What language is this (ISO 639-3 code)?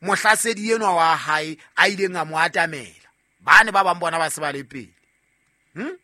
sot